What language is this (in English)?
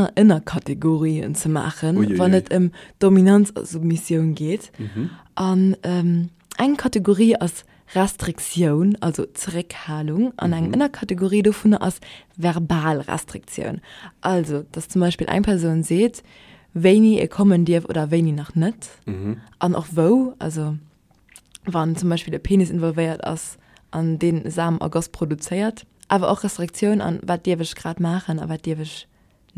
Luxembourgish